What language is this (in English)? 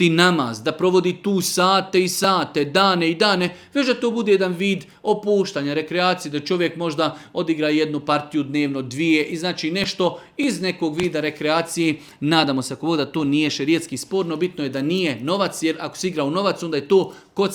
Bosnian